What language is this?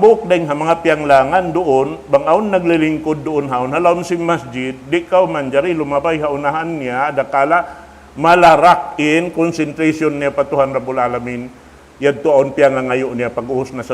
Tausug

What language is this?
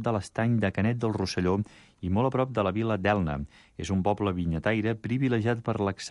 Catalan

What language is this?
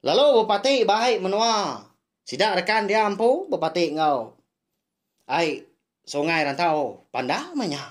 Iban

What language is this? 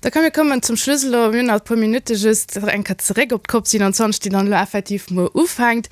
Luxembourgish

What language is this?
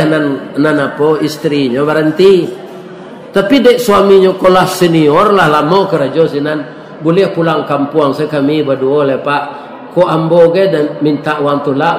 Minangkabau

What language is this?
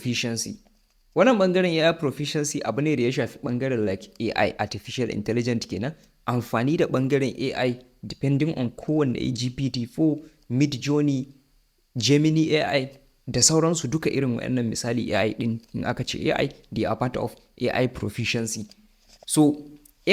Hausa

